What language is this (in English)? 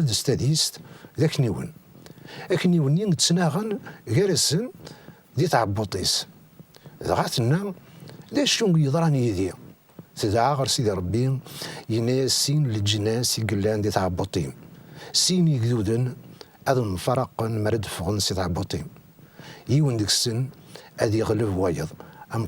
Kabyle